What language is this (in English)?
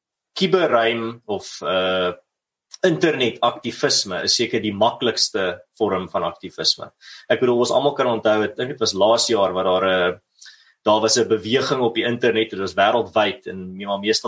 Afrikaans